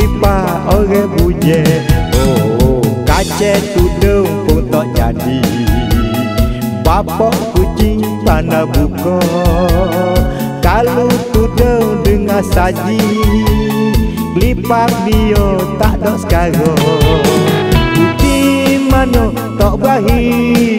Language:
Malay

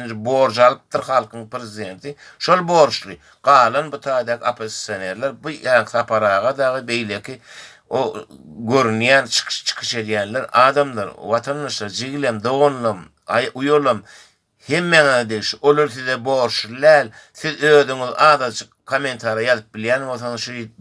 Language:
Turkmen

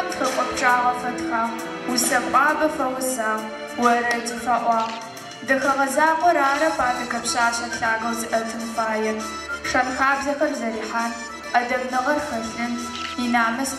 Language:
Adyghe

